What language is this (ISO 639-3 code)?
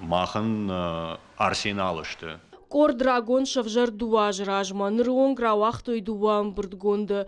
oss